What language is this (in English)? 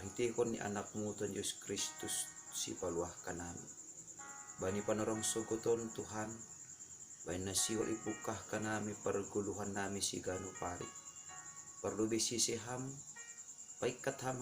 Batak Simalungun